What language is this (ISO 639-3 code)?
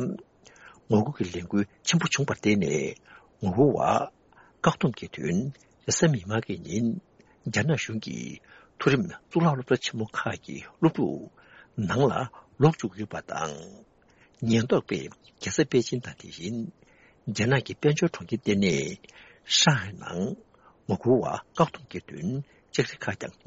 bod